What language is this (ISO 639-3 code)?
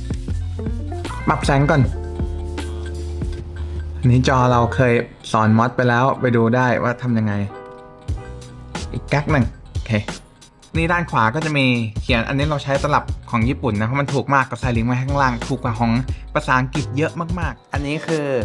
tha